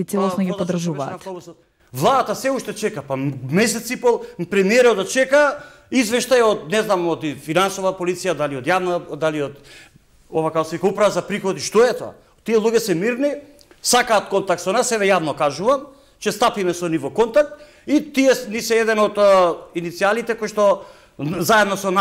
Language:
Macedonian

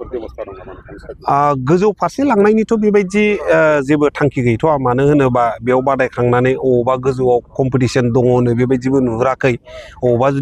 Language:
Bodo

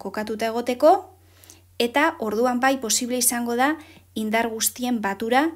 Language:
Basque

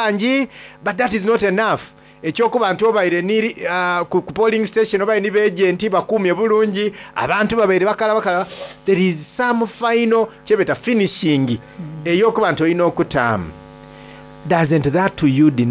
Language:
Soga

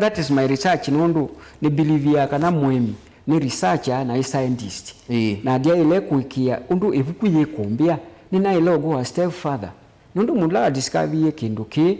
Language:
Kamba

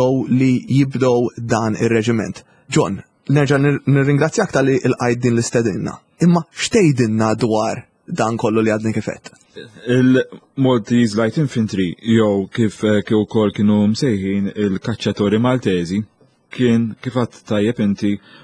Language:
Maltese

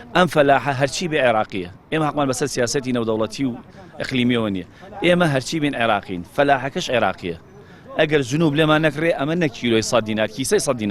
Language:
Central Kurdish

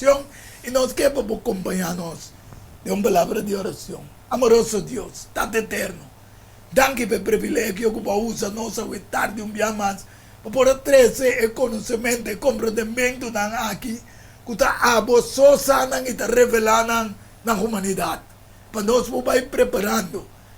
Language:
Papiamento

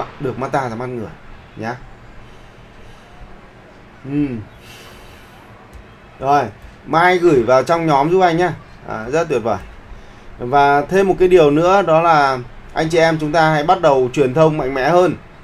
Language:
Vietnamese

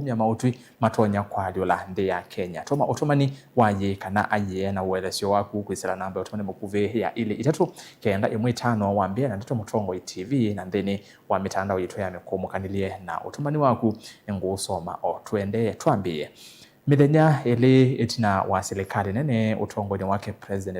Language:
Kamba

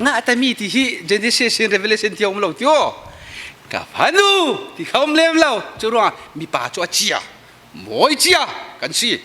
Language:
Falam Chin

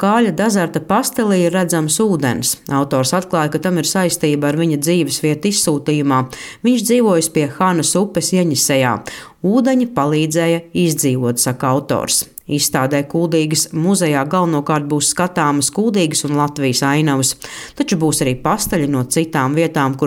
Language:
Latvian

